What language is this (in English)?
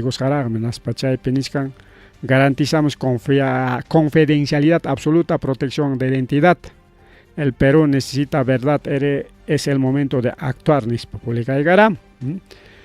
Ayacucho Quechua